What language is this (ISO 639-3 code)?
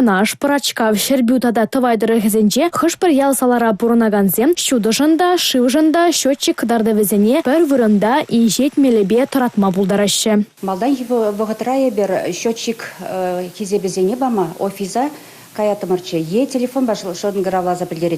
chv